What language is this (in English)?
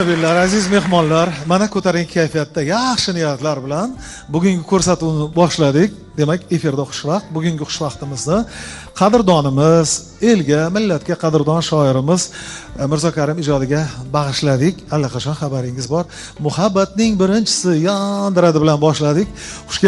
Uzbek